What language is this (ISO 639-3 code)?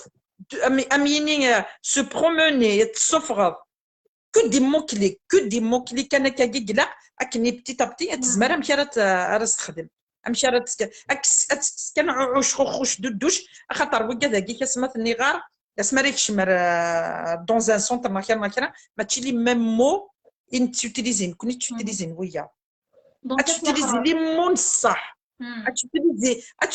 kab